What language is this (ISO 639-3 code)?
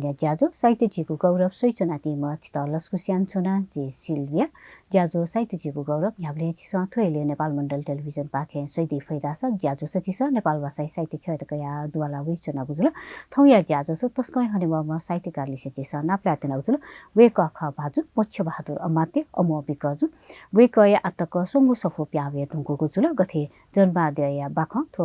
new